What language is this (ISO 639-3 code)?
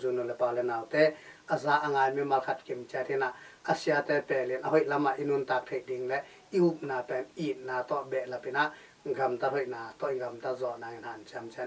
ctd